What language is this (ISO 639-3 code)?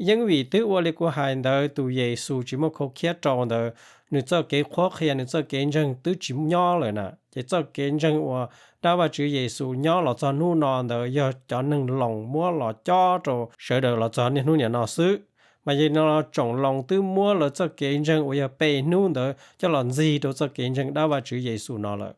hmn